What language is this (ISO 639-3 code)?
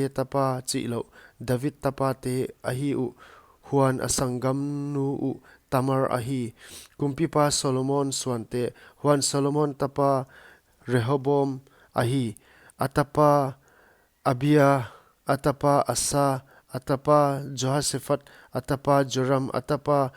pck